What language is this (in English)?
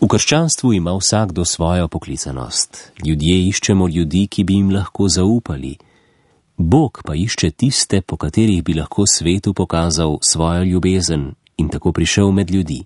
Slovenian